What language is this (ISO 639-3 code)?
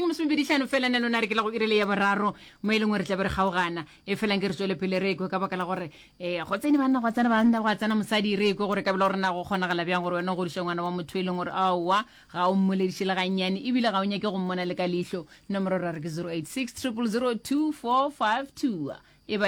nso